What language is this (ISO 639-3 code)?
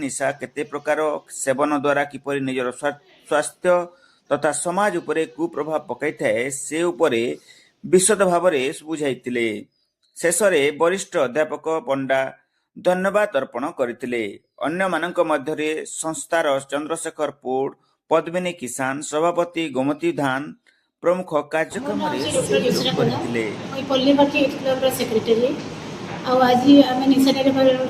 ori